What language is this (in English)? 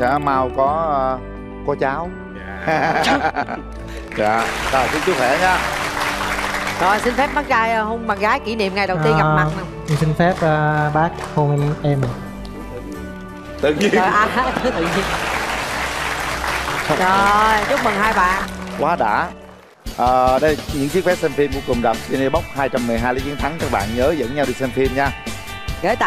Vietnamese